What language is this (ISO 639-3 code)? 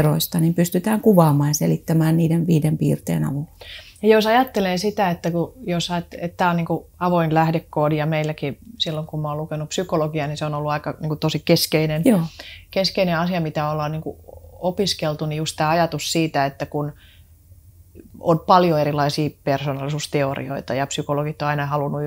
fin